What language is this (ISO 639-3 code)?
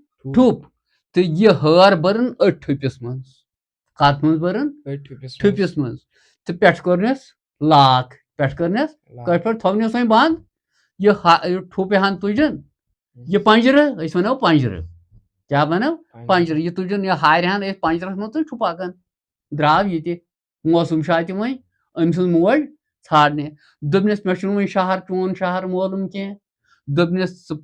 kas